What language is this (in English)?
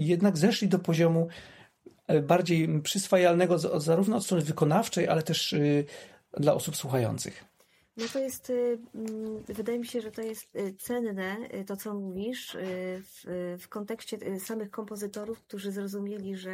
Polish